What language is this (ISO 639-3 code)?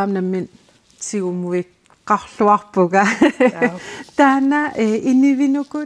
kal